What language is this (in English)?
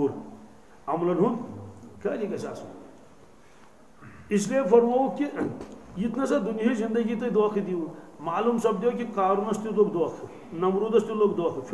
Kashmiri